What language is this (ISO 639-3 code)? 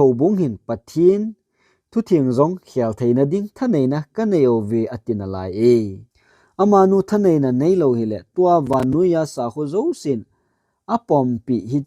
tcz